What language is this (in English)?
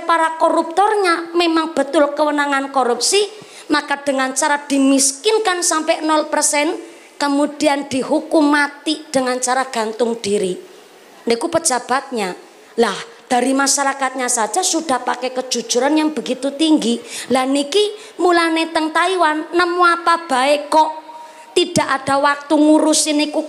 Javanese